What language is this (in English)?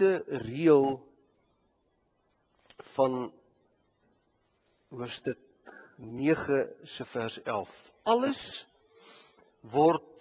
Afrikaans